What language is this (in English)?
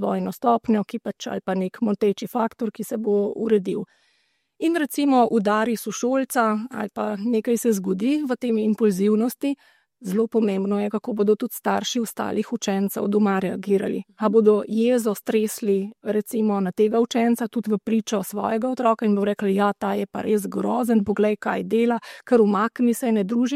Slovenian